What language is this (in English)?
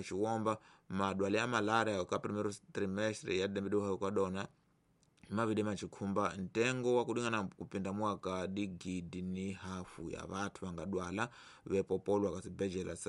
Tsonga